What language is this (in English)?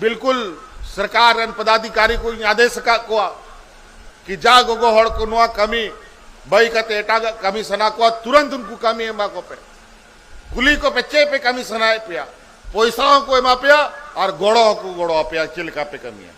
Santali